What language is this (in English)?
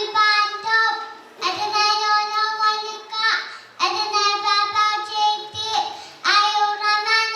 Pohnpeian